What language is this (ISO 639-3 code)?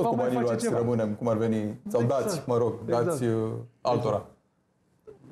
ron